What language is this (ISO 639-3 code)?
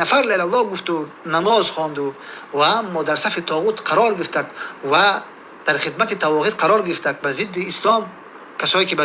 tgk